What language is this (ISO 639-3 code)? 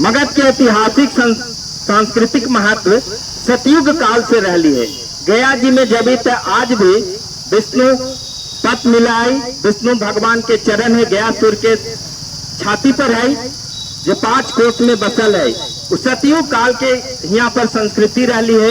mag